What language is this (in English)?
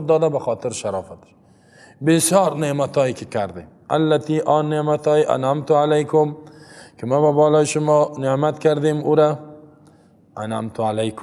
Persian